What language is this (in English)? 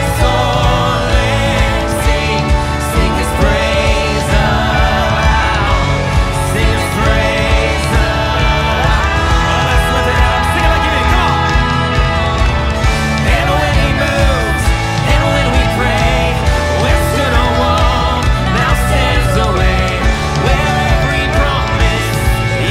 English